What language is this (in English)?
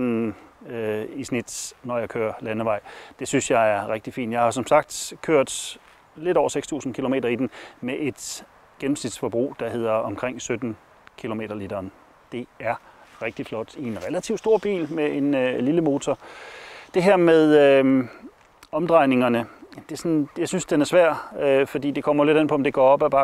Danish